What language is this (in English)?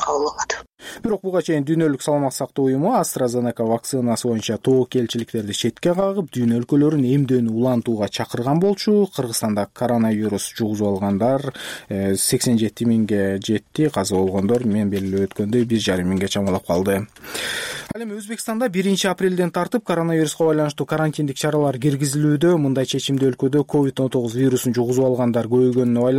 Kyrgyz